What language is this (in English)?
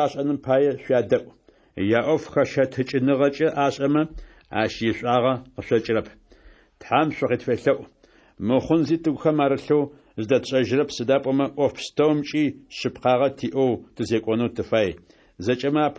Adyghe